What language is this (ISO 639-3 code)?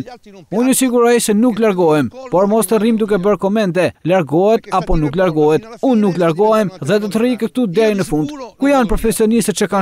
sqi